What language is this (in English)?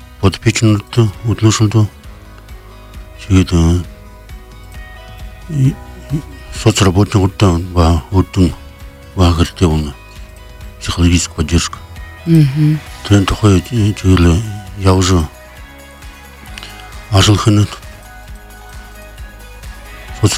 Buriat